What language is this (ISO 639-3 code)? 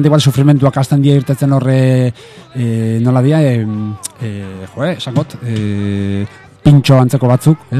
eus